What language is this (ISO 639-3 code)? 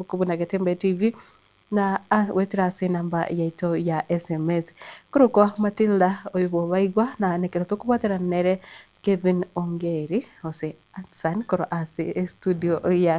guz